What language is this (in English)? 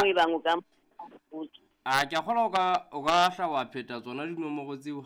Southern Sotho